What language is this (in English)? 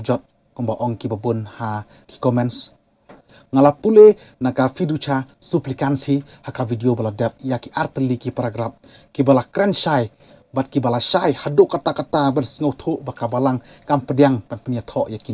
Khasi